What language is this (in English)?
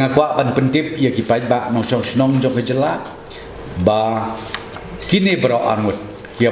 Khasi